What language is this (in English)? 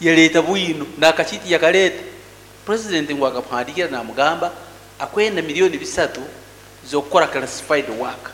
Nyoro